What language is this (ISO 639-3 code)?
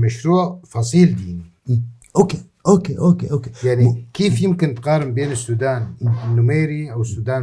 apc